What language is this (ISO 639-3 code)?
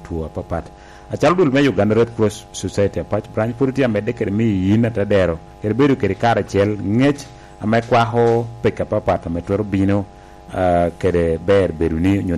laj